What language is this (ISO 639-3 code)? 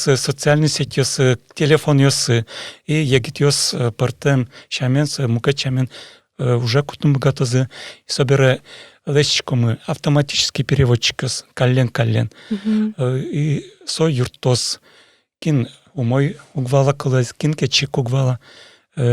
udm